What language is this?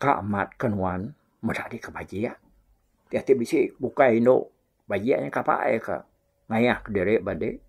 Iban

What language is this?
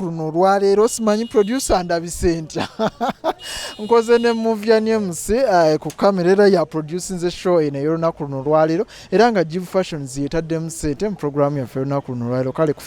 Ganda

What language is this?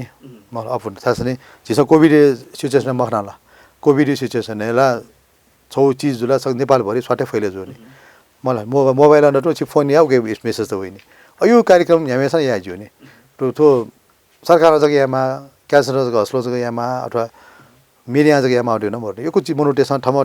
Newari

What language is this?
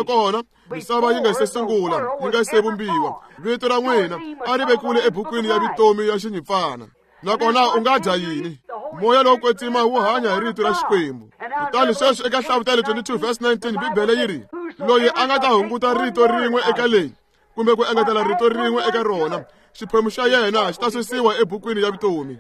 Tsonga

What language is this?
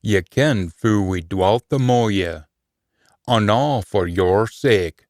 Scots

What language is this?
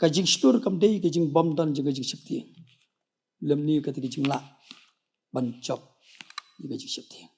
Khasi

